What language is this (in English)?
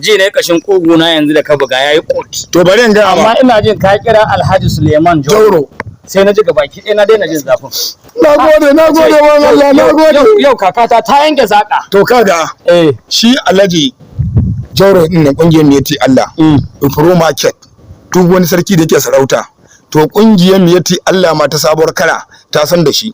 Hausa